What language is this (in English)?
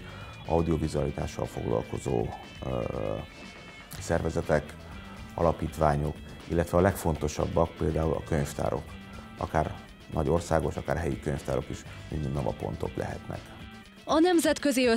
Hungarian